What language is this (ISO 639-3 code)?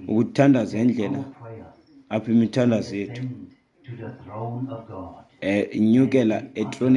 xho